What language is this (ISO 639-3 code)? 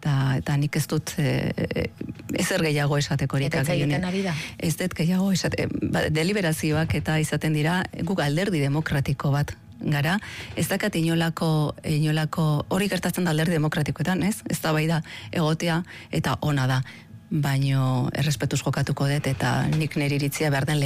eus